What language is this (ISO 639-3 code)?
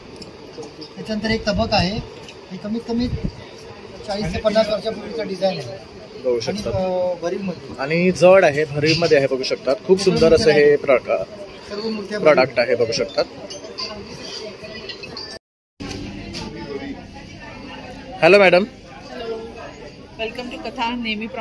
mar